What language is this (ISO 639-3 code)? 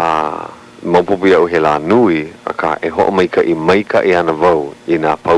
haw